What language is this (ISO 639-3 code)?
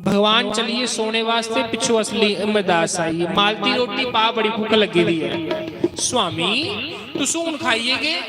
doi